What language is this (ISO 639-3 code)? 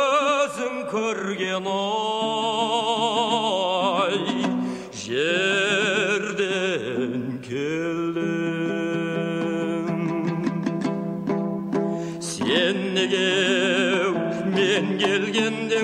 kaz